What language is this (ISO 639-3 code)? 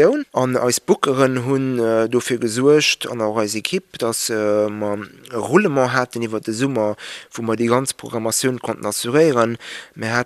ltz